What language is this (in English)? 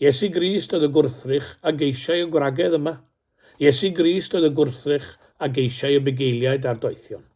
Welsh